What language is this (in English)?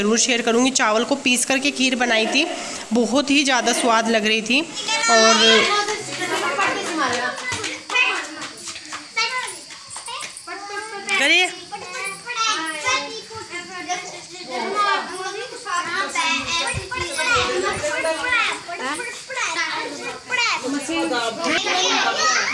Hindi